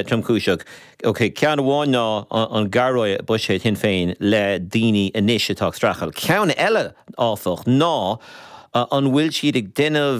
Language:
Irish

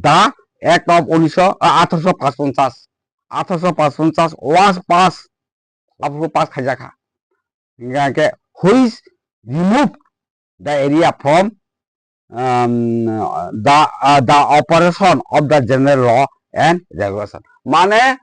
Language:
Kok Borok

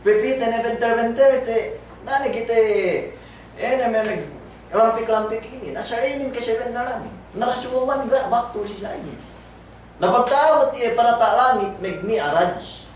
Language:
Yakan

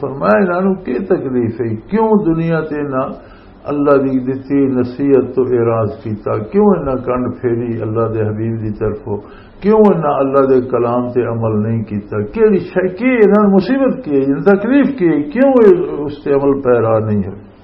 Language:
Western Panjabi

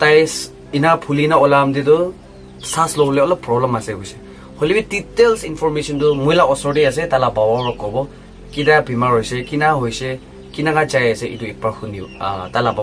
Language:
Naga Pidgin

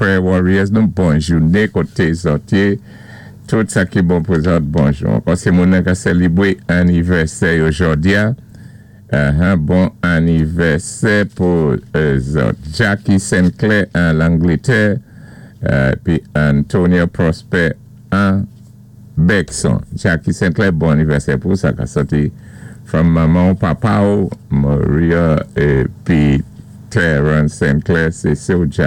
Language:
Saint Lucian Creole French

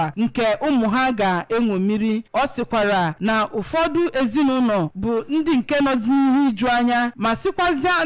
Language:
Igbo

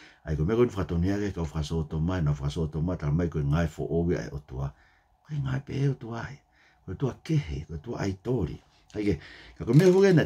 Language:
Tongan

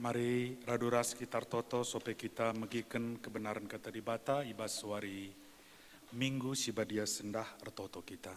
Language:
Batak Karo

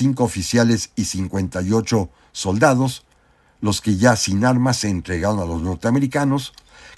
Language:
Spanish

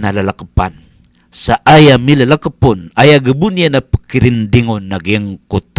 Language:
Maranao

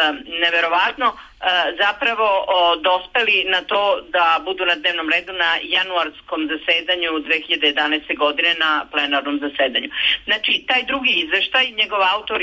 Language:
Serbian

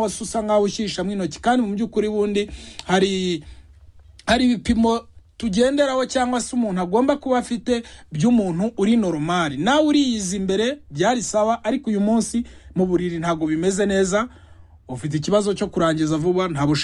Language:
Kinyarwanda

